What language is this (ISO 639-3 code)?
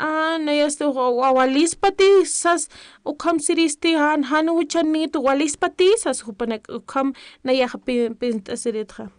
aym